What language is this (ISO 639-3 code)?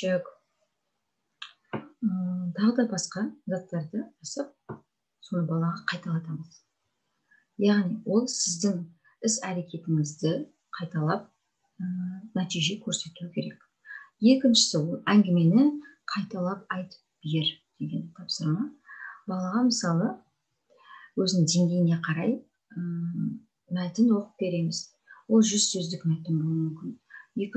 kaz